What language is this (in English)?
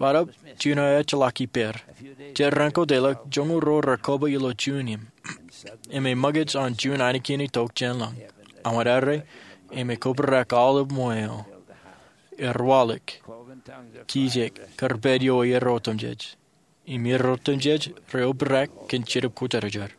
Marshallese